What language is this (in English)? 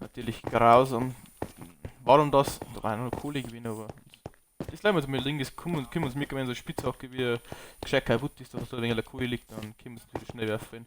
Bavarian